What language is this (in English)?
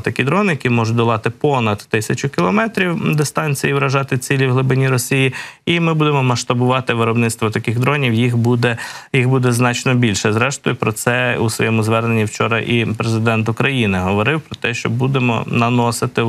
Ukrainian